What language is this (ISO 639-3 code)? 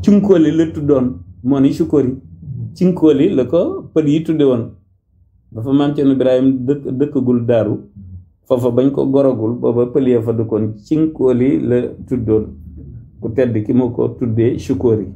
wol